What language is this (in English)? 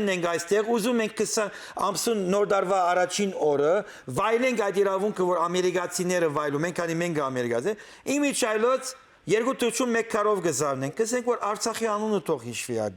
Western Armenian